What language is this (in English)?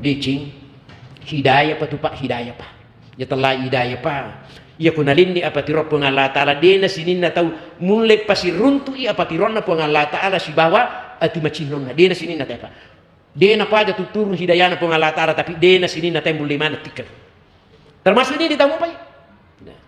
Buginese